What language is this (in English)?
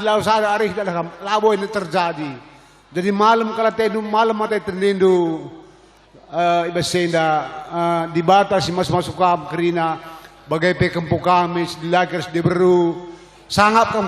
Batak Karo